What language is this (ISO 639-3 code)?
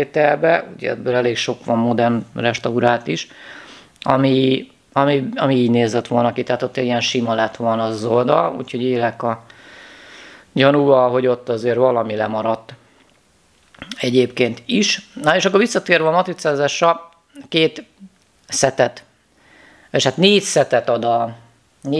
hun